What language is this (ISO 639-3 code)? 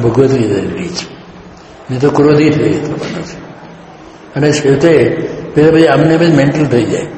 guj